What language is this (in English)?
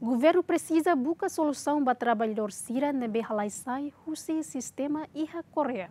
Tetum